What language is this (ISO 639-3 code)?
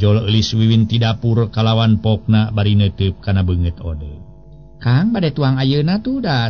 sun